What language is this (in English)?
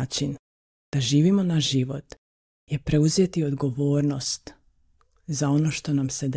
Croatian